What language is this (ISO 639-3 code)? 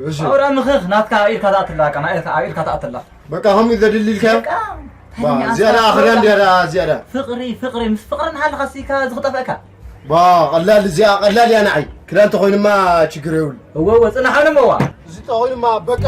tir